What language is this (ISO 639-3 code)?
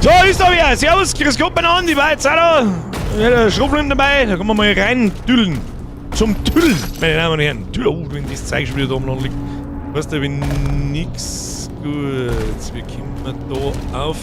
bar